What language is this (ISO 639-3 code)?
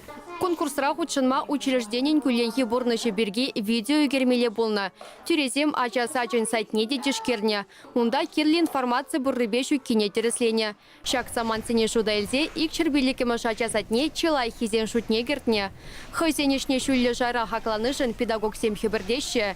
chv